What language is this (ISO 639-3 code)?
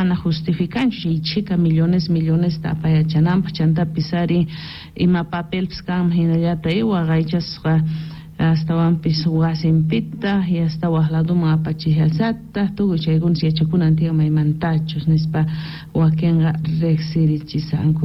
quh